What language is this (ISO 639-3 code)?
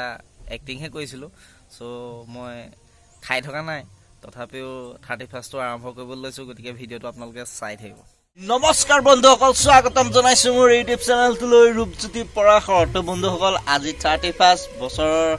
asm